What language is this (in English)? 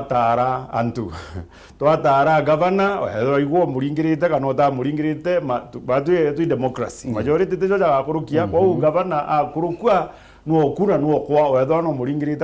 Meru